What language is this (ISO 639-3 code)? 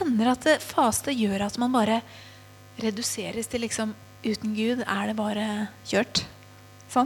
nor